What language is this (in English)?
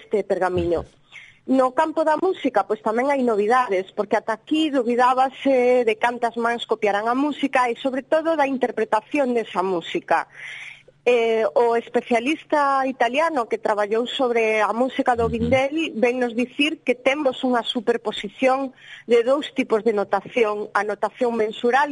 Galician